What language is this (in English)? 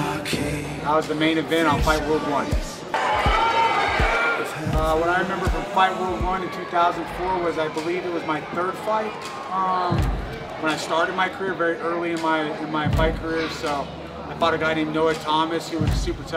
English